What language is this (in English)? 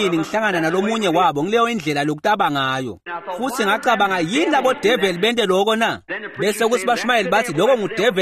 Swati